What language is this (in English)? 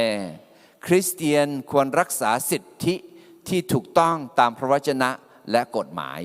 Akha